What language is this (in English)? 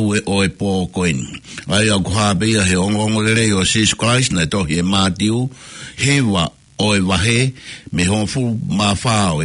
Tongan